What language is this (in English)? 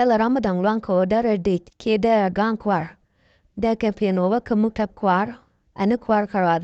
Nuer